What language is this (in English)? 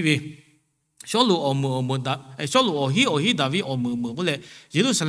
Lahu